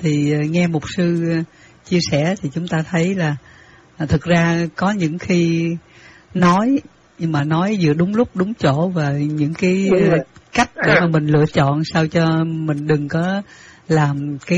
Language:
Vietnamese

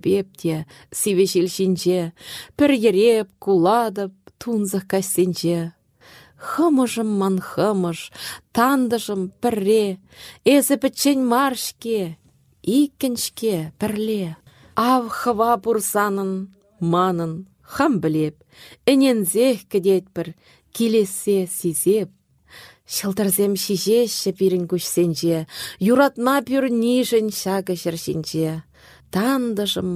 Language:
Chuvash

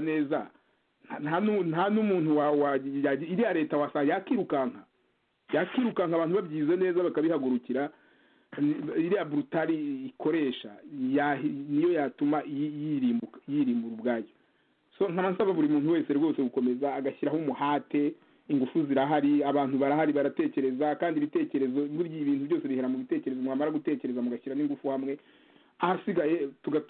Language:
Kinyarwanda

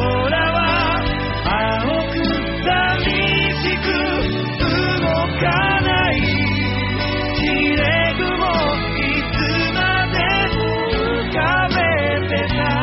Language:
Japanese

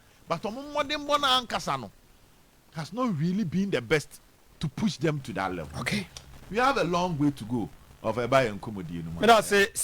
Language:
Akan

